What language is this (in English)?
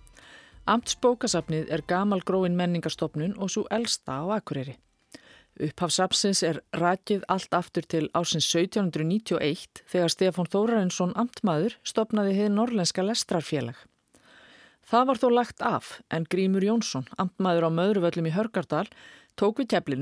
Icelandic